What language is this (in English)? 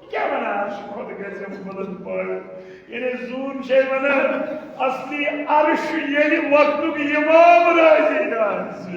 Kashmiri